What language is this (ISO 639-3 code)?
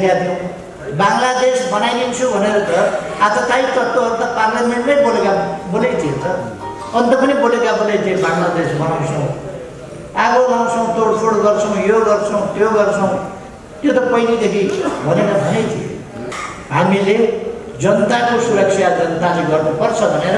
nep